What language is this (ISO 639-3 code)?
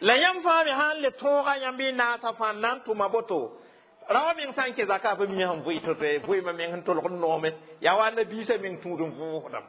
mos